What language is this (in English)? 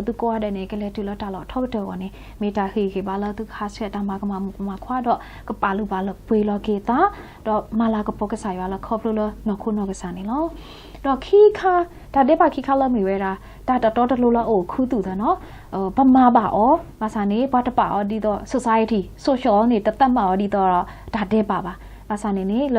S'gaw Karen